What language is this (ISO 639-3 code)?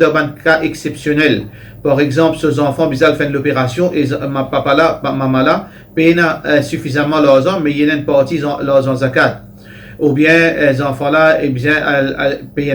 mfe